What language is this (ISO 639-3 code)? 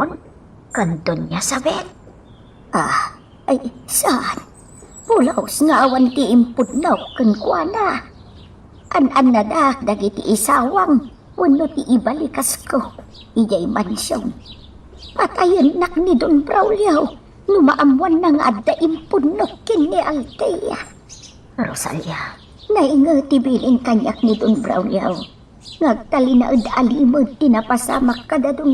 ilo